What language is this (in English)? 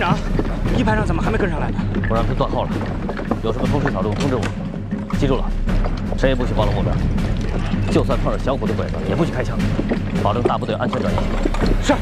Chinese